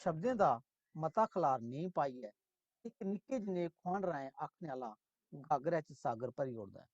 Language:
Dogri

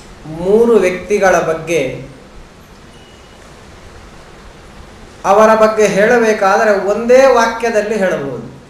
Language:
Kannada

